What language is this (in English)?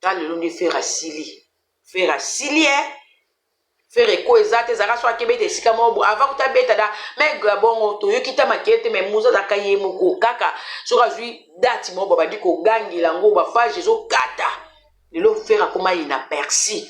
Lingala